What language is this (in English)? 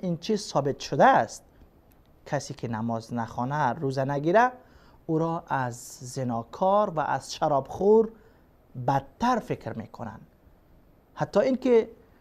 Persian